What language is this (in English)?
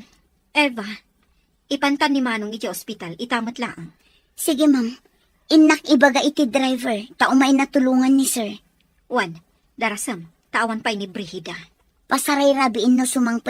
Iloko